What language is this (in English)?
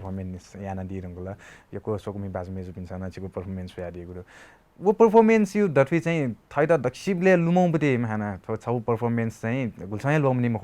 Newari